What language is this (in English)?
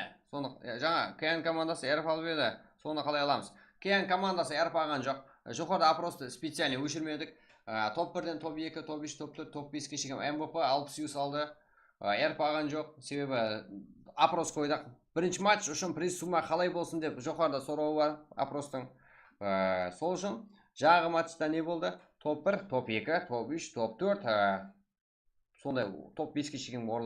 Kara-Kalpak